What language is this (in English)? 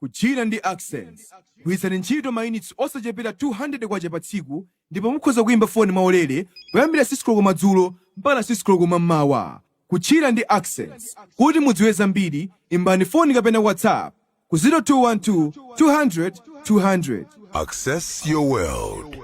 Nyanja